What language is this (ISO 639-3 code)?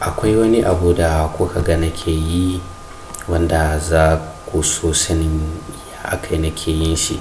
hau